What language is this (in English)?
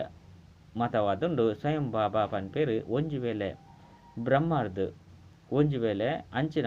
Tulu